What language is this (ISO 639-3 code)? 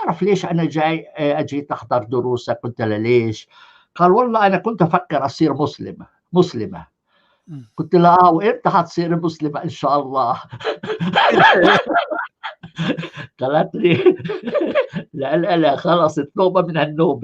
apc